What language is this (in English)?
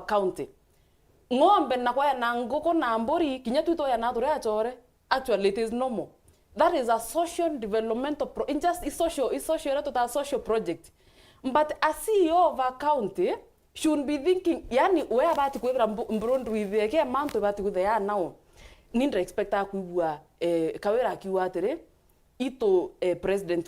Meru